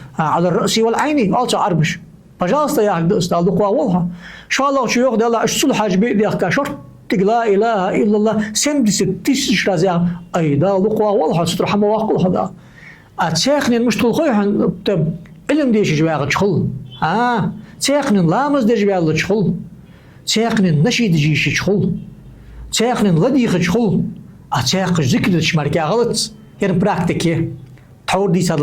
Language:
Ingush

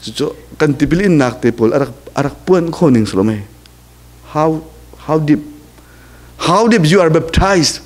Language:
Hakha Chin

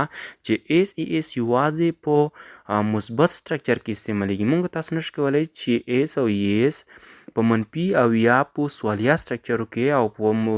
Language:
Pashto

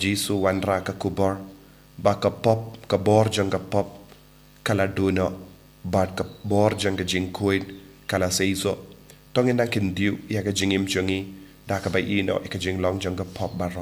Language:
Khasi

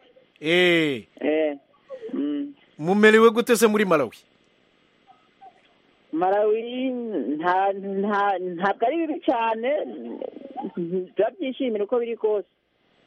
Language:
Kinyarwanda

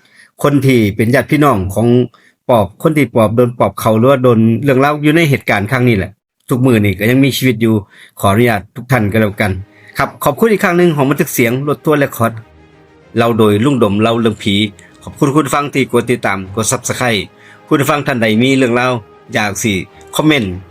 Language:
Northeastern Thai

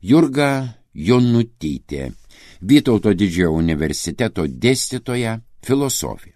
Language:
Lithuanian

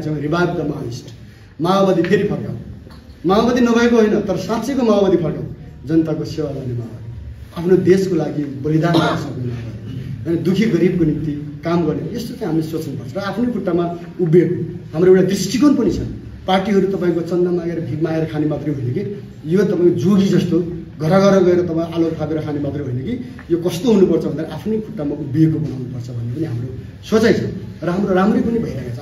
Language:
Nepali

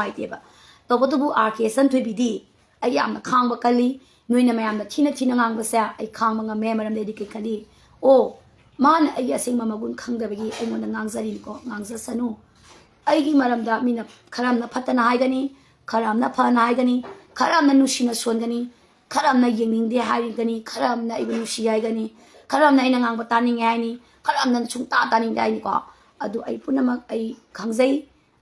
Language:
Manipuri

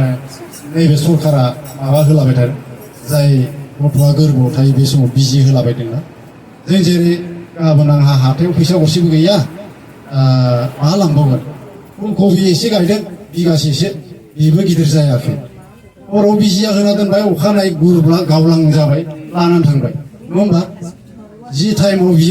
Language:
Bodo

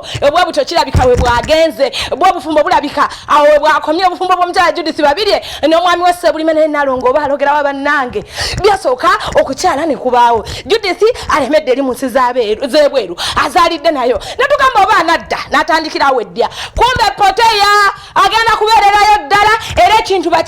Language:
Ganda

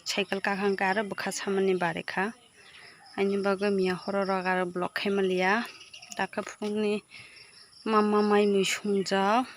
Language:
Kok Borok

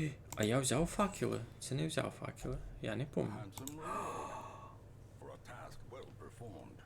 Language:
Rusyn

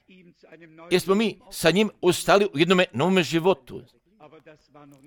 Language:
Croatian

